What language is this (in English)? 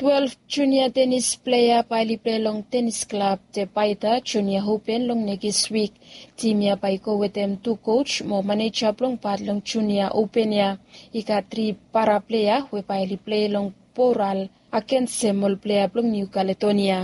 Bislama